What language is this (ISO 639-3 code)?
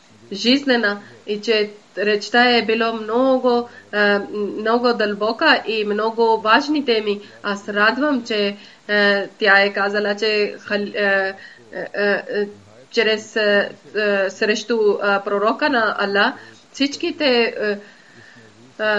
bul